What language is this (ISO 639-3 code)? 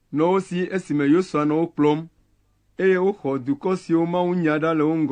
ewe